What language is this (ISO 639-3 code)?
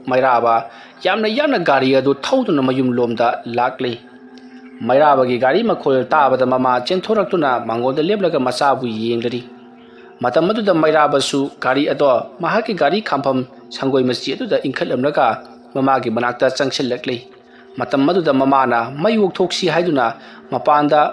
mni